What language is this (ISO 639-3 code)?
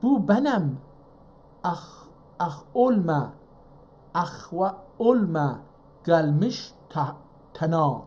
azb